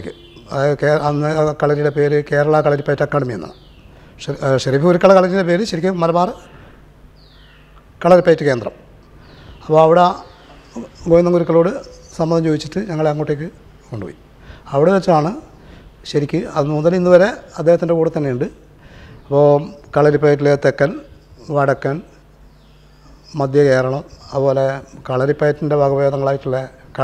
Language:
Malayalam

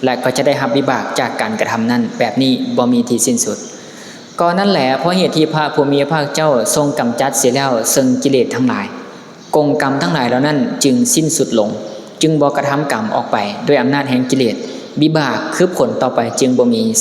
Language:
Lao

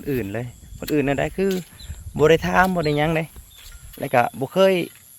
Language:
Lao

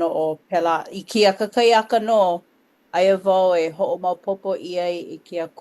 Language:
Hawaiian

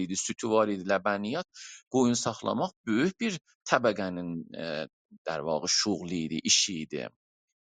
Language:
South Azerbaijani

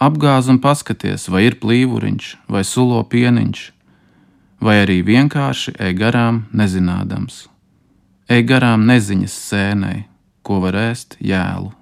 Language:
Latvian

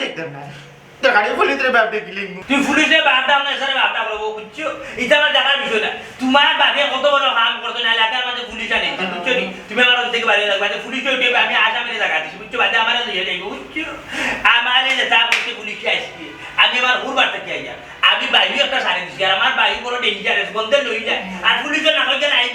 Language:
Sylheti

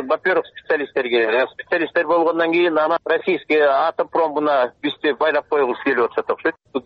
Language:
Kyrgyz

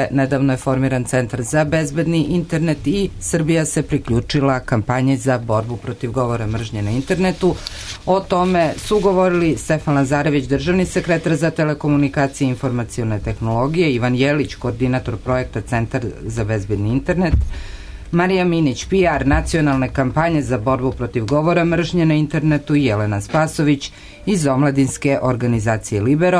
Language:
Serbian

